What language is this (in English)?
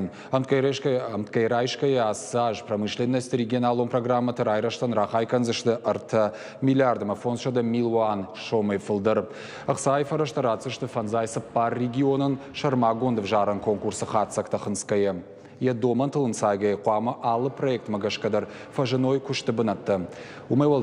Ossetic